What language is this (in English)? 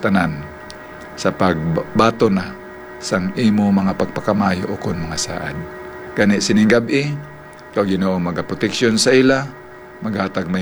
Hiligaynon